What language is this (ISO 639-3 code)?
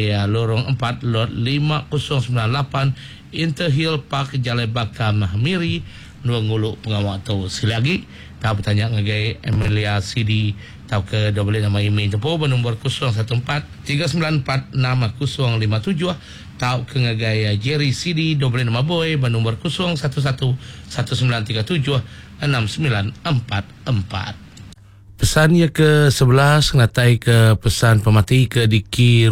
iba